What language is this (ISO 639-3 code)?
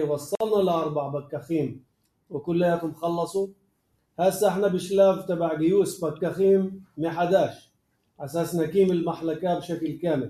apc